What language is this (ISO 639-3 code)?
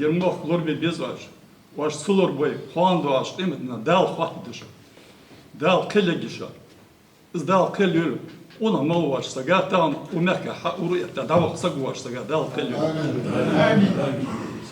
inh